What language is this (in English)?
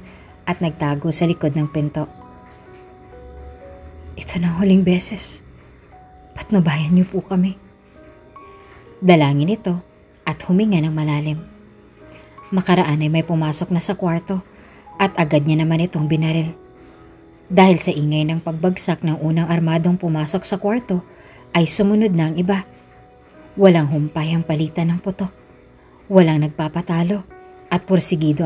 Filipino